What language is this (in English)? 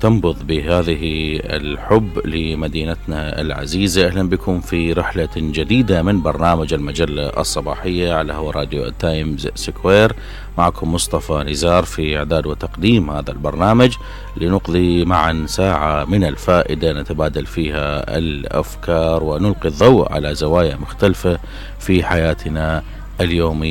Arabic